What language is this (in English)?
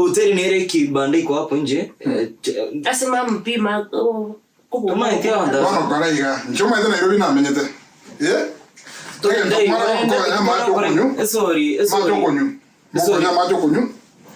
Gusii